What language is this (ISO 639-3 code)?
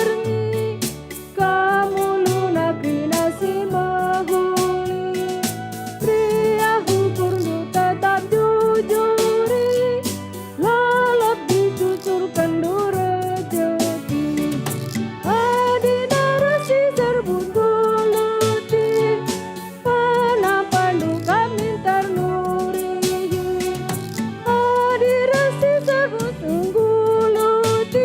btx